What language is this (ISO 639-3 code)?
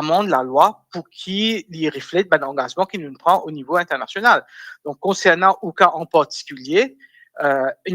mfe